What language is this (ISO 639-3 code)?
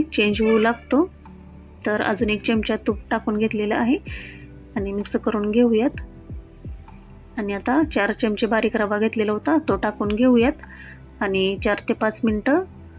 mar